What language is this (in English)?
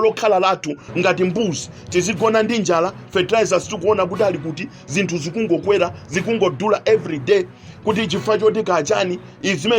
Nyanja